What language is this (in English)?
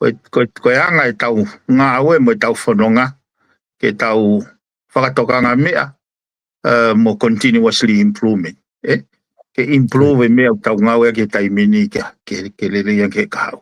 Tongan